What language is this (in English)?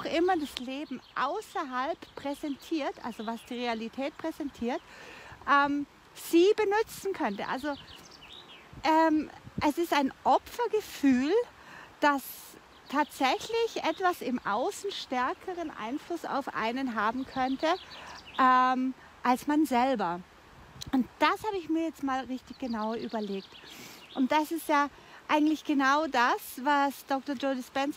German